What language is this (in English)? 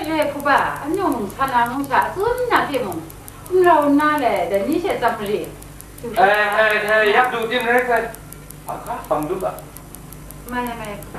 Kachin